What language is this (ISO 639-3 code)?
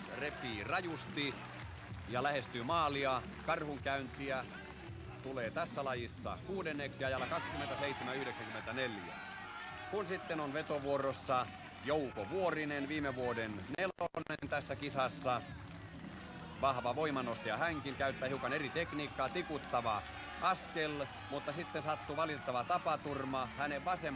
fin